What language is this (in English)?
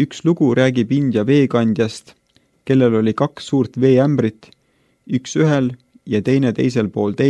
Estonian